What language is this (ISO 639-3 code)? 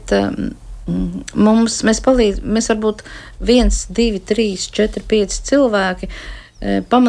lav